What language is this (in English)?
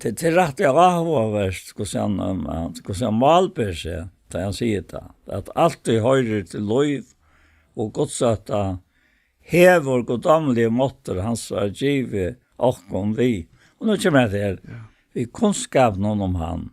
Faroese